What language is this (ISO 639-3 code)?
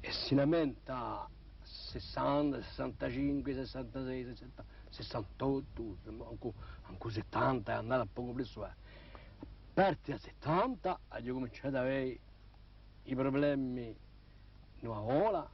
cos